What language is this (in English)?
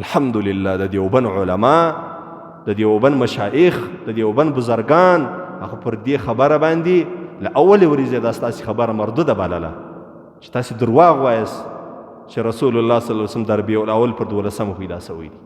Pashto